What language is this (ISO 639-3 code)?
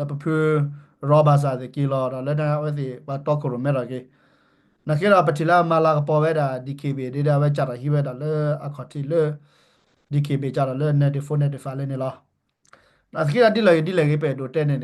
ksw